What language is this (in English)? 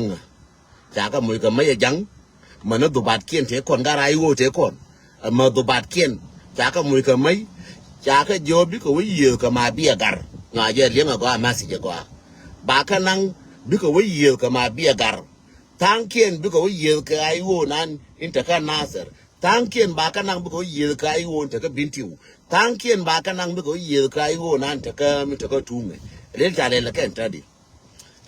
Nuer